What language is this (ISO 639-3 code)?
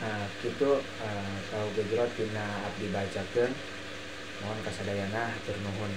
sun